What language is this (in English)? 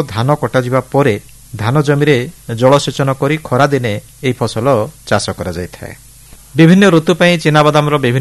Odia